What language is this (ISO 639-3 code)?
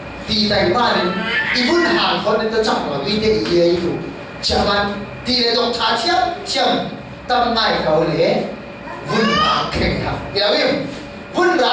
cfm